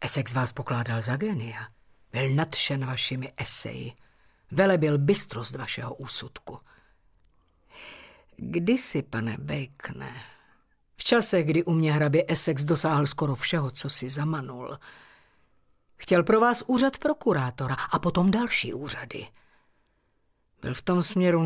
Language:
Czech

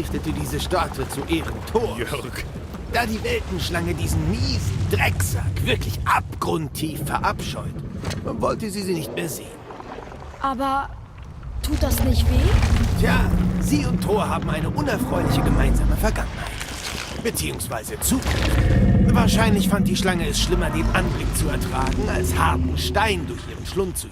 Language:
Bavarian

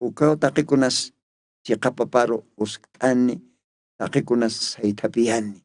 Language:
Aymara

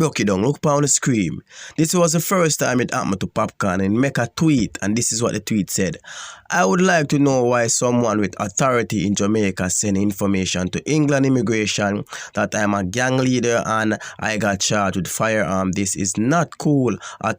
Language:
Jamaican Creole English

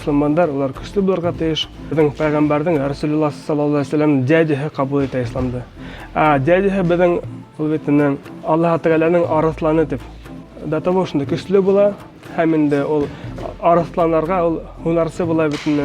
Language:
Bashkir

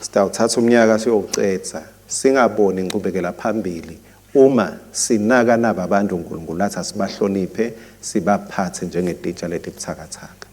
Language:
Swati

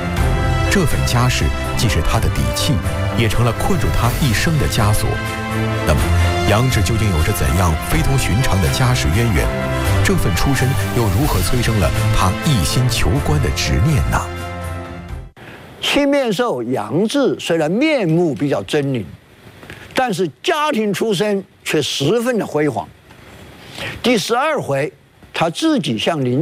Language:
Chinese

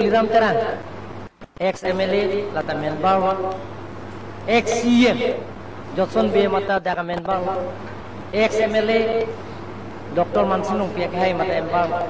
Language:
Karbi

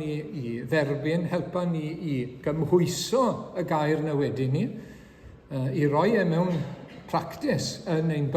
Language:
Welsh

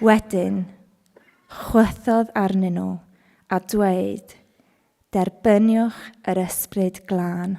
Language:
Welsh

